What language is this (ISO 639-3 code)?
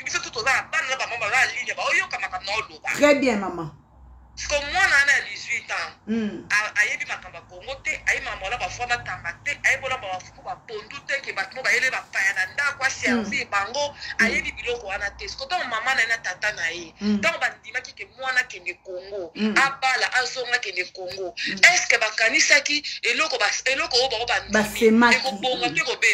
lin